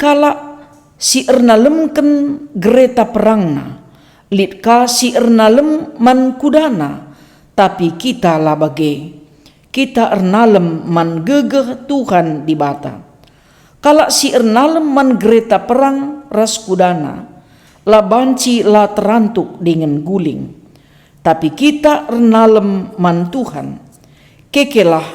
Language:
Batak Karo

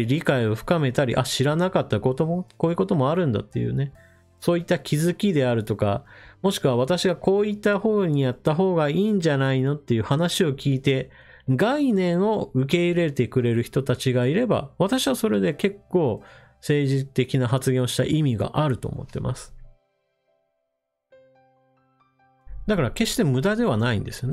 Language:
Japanese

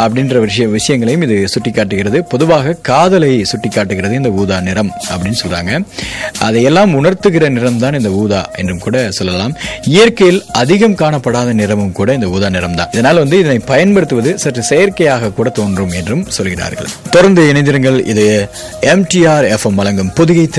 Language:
Tamil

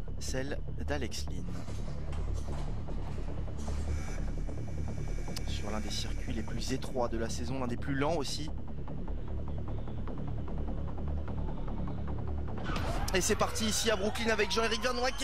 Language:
French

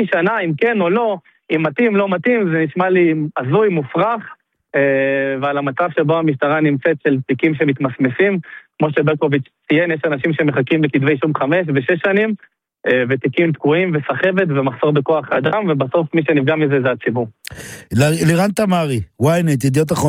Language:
Hebrew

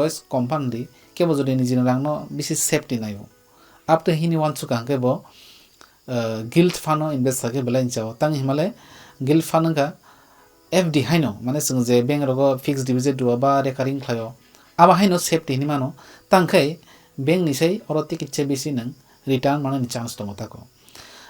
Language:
Kok Borok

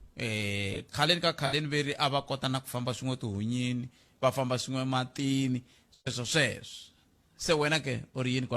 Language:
Tsonga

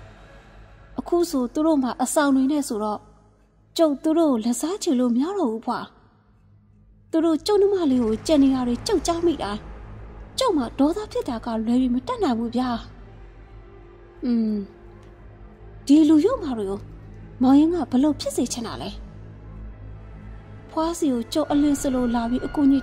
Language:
Burmese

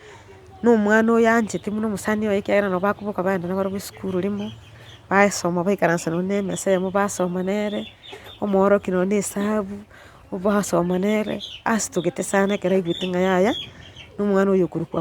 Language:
Gusii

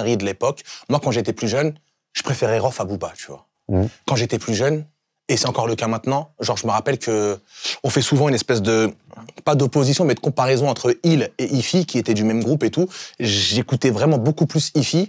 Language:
French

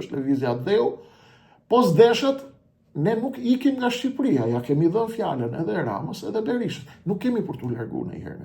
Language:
Albanian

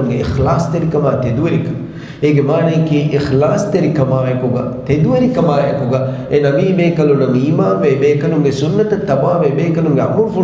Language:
Divehi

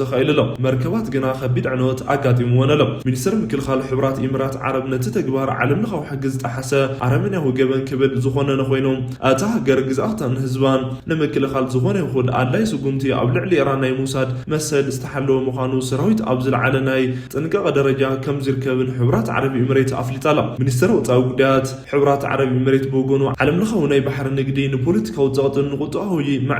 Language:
Tigrinya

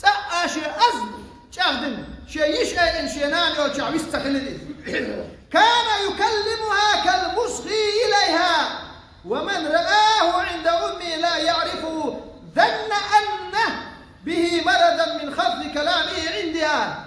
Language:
Chechen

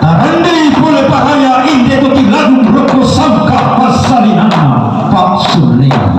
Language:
Toraja-Sa'dan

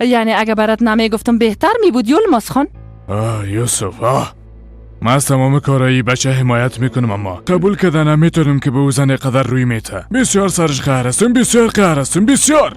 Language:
Persian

